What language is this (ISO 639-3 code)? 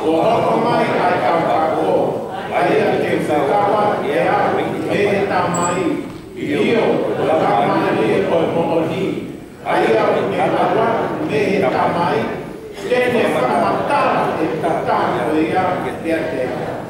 ton